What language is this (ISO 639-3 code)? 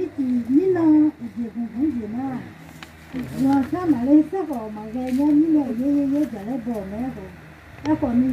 ahk